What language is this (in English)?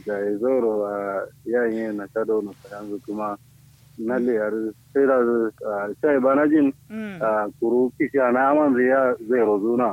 Kanuri